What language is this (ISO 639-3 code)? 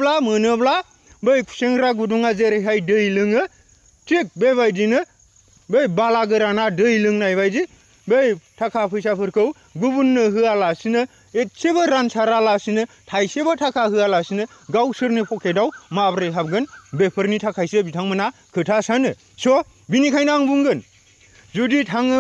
brx